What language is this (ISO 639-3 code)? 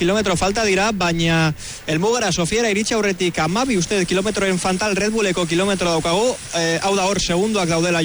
eus